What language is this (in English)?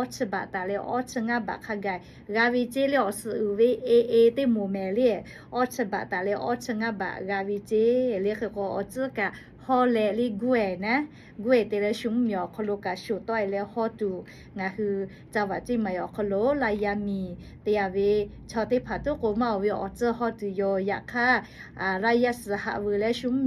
Lahu